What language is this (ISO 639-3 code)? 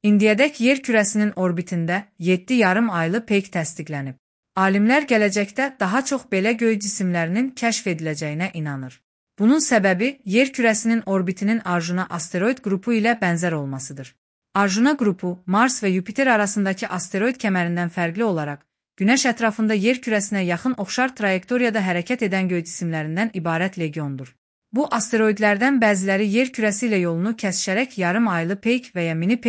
aze